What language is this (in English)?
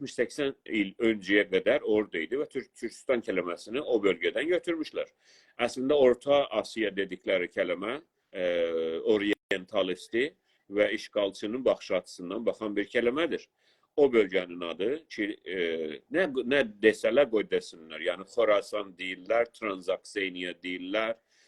South Azerbaijani